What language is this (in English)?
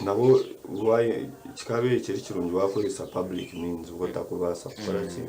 Nyankole